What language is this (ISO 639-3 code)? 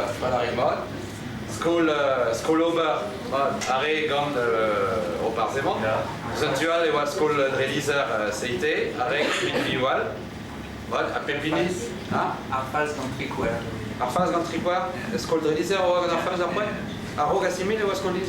bre